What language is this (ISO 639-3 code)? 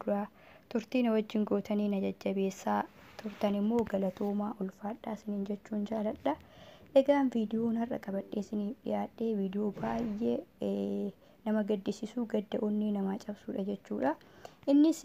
orm